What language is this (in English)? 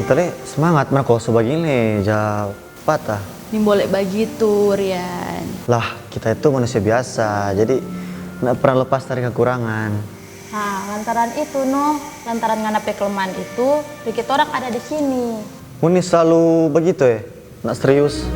Manado Malay